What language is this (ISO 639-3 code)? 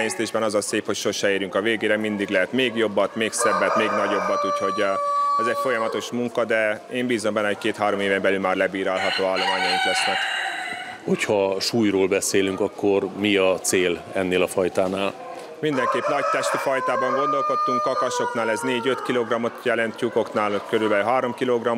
hun